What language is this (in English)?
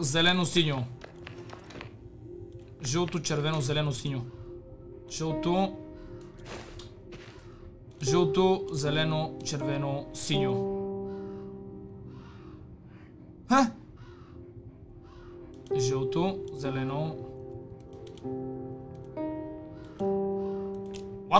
Bulgarian